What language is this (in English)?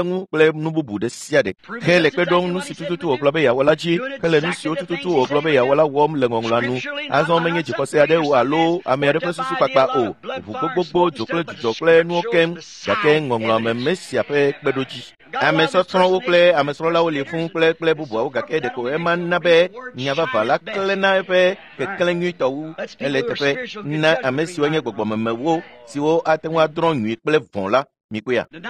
Ewe